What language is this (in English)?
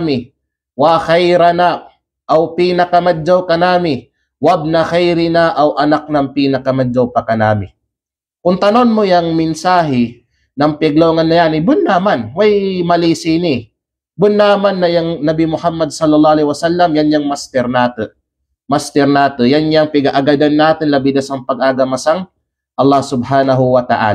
Kalagan